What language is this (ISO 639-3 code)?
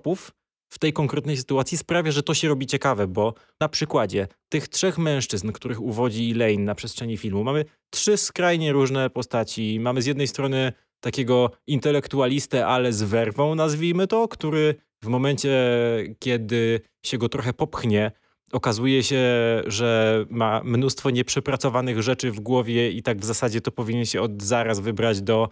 pol